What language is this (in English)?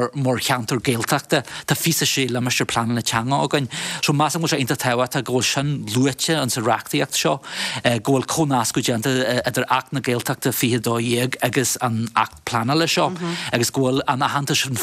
Irish